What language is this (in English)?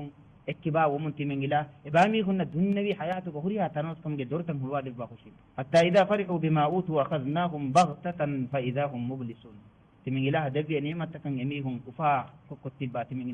Divehi